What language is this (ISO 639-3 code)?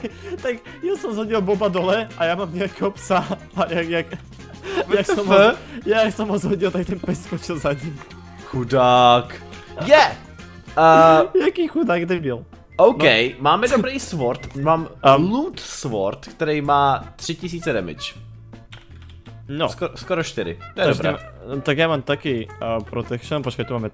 ces